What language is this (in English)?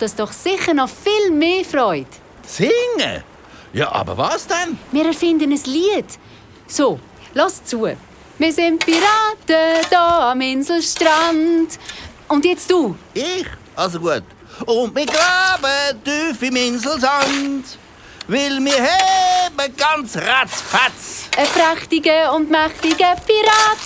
Swiss German